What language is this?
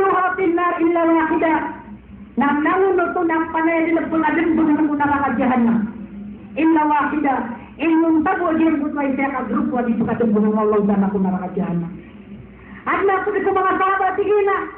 Maranao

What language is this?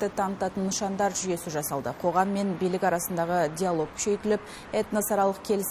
Kazakh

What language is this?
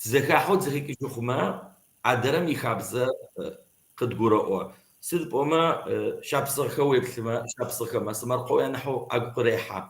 Kabardian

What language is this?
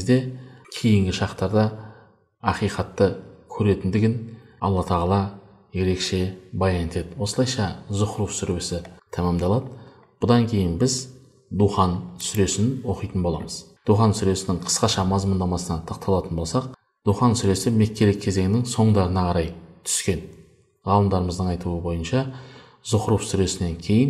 Kazakh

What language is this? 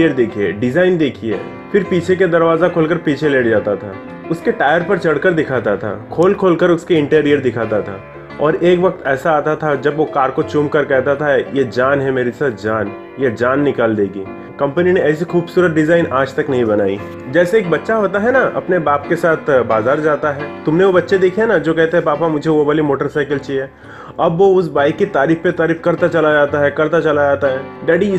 Hindi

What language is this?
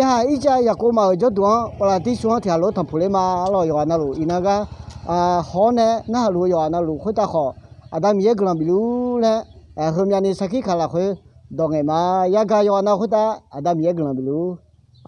Akha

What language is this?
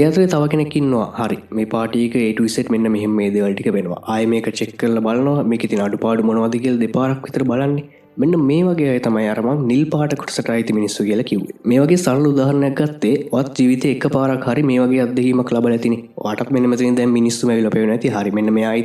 Sinhala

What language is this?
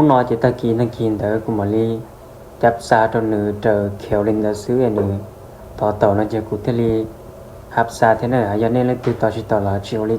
Hmong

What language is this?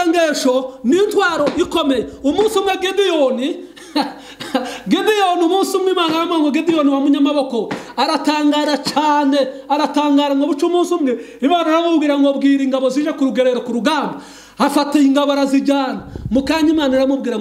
Kinyarwanda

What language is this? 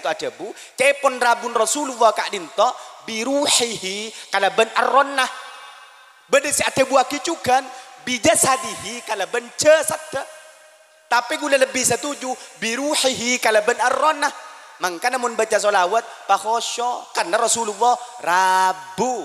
Madurese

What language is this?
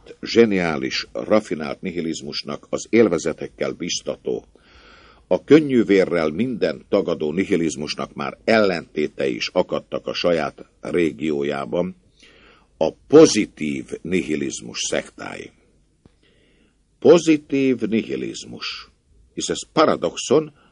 Hungarian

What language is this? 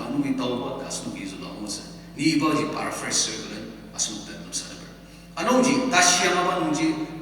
Ao Naga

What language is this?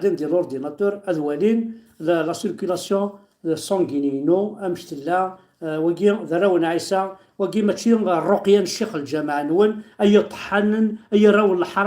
Kabyle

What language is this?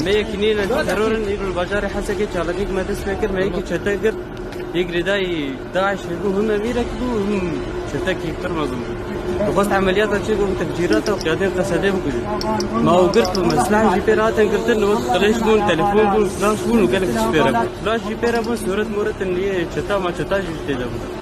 Kurdish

